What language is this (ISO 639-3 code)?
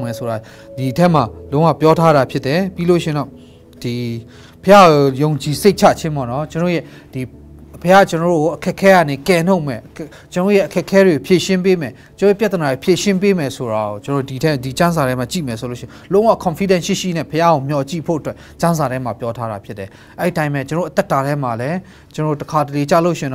mya